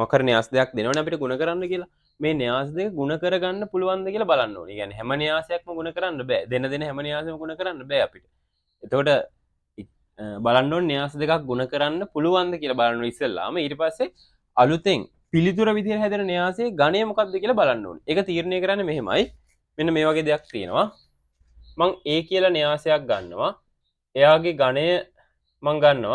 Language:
Sinhala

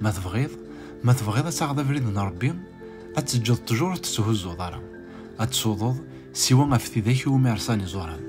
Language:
Kabyle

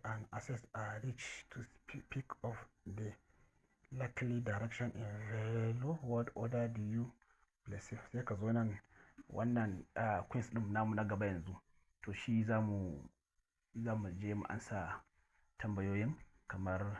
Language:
Hausa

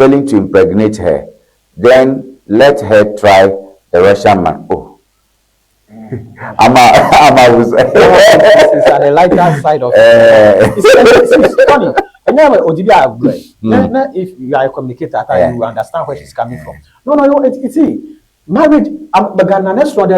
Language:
Ewe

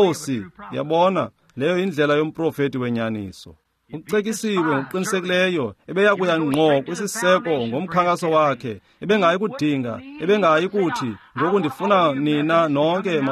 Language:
Xhosa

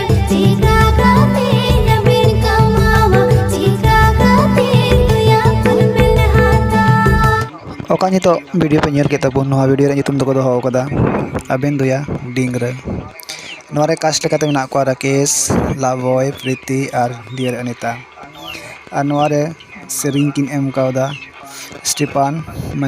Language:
Santali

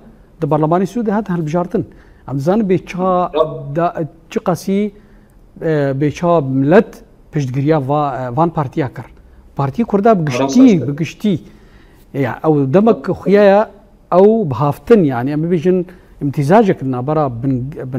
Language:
Kurdish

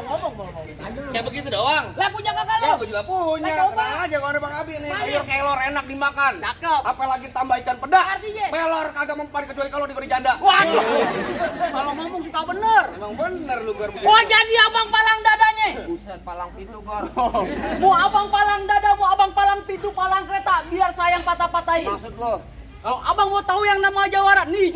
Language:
Betawi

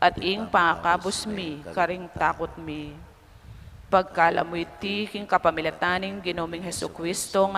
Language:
Pampanga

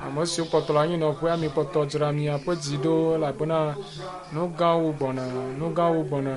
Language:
Ewe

